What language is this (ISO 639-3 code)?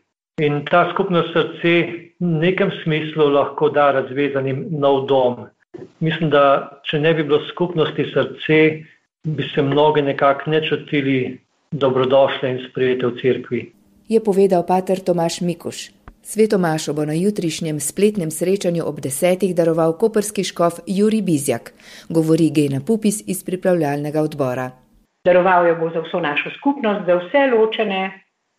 slv